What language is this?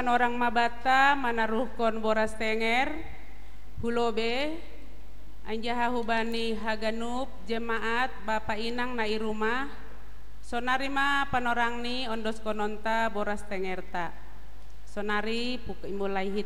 Batak Simalungun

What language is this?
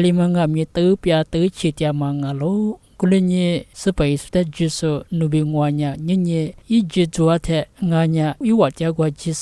Lisu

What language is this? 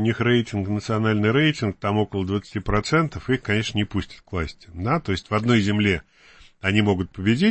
Russian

